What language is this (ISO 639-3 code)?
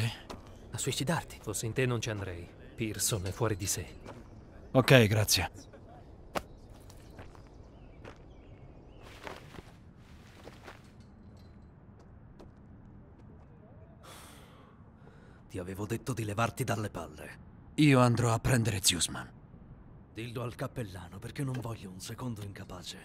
ita